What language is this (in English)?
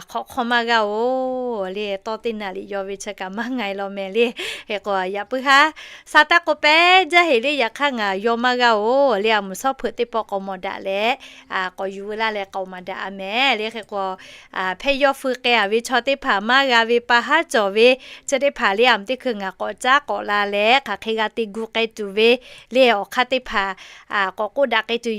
Lahu